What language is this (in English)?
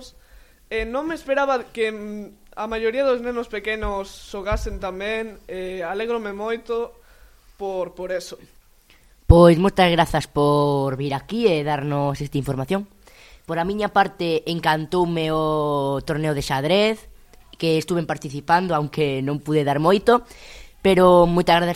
Galician